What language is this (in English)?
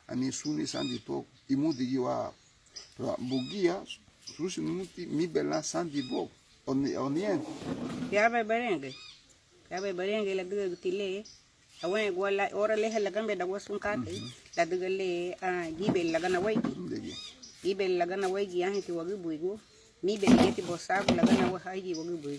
Garifuna